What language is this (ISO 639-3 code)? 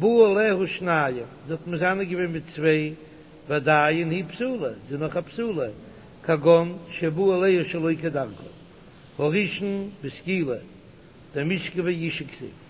yid